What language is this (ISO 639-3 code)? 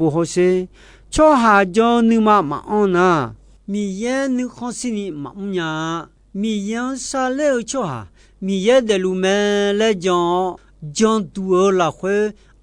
ahk